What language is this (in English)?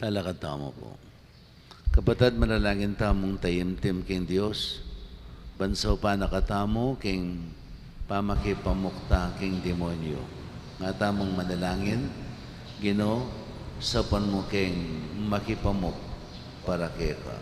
Pampanga